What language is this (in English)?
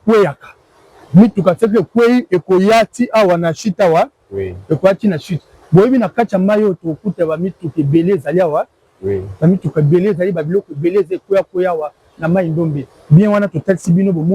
Lingala